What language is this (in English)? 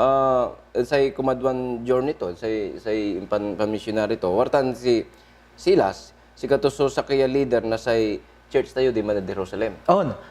Pangasinan